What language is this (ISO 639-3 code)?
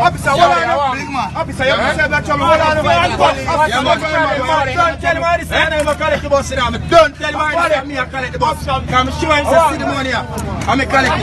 jam